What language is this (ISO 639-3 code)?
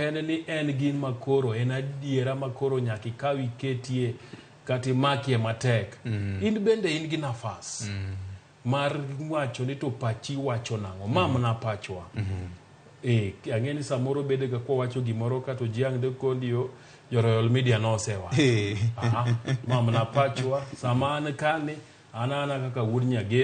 luo